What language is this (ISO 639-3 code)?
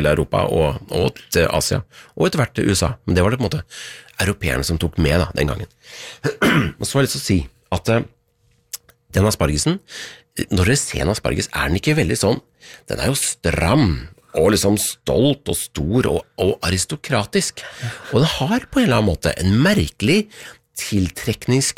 nor